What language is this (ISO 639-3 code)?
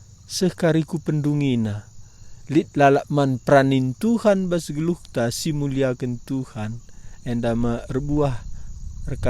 btx